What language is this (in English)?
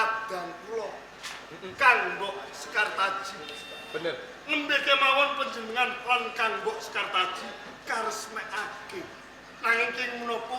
Javanese